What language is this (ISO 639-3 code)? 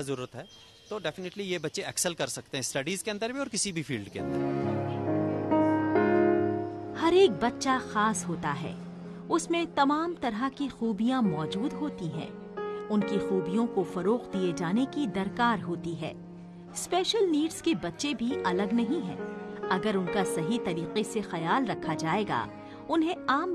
hin